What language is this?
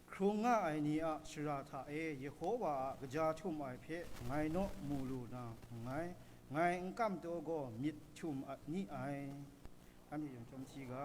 Kachin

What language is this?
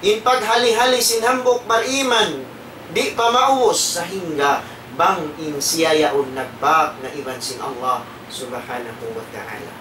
Tausug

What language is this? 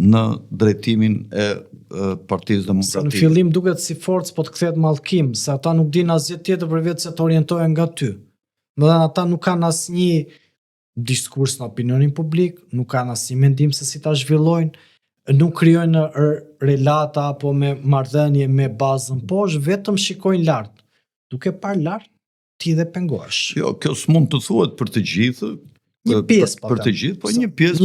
Albanian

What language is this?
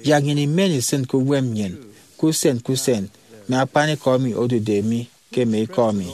Efik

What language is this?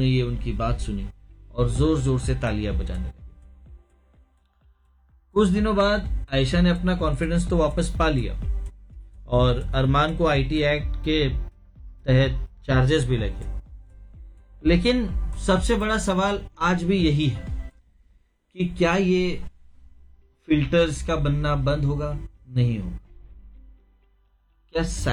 Hindi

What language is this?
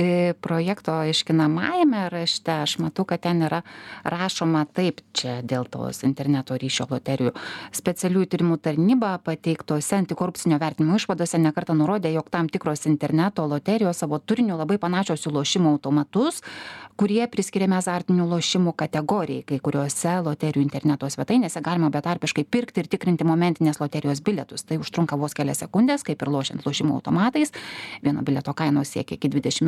Lithuanian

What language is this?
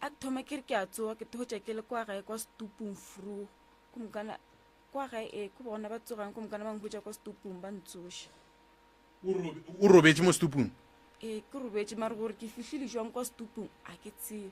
Northern Sotho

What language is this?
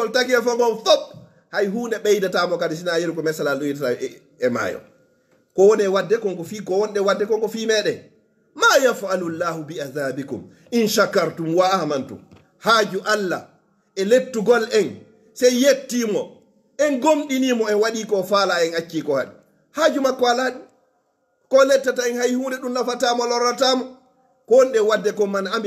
Fula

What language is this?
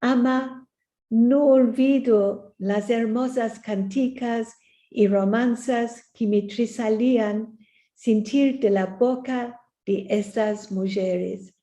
Ladino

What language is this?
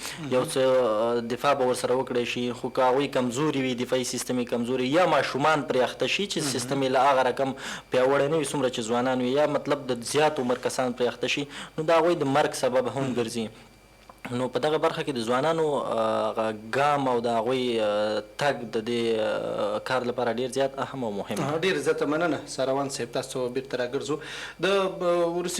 Pashto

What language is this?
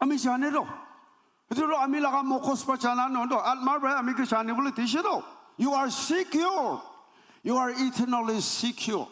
Naga Pidgin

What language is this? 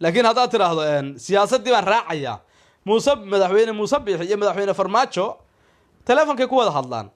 Somali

